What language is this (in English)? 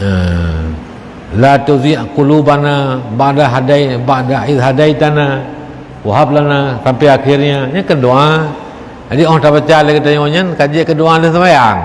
Achinese